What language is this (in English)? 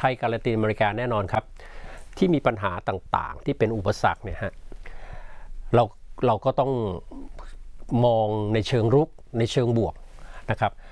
Thai